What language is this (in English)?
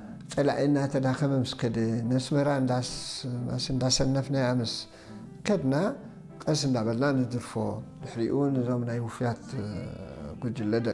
Tigrinya